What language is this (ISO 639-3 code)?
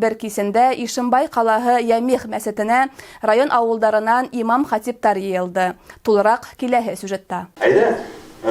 bak